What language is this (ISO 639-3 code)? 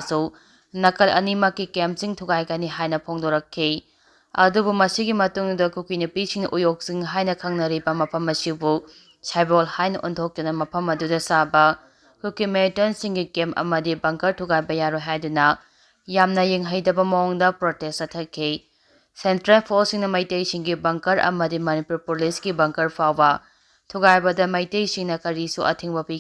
mni